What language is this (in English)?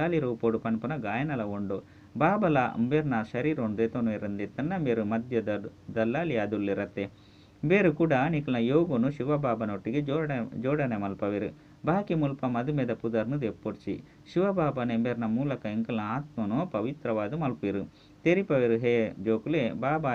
Tulu